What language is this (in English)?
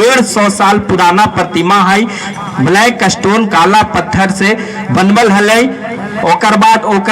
Magahi